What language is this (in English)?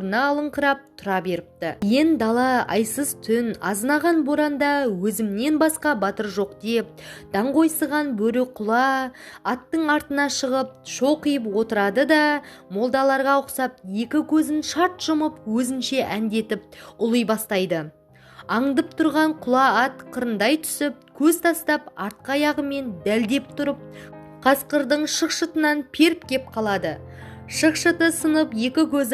Kazakh